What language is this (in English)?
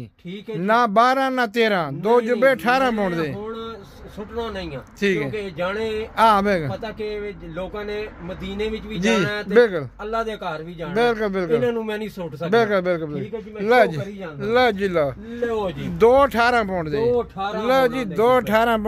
Punjabi